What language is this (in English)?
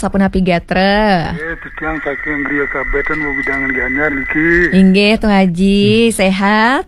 Balinese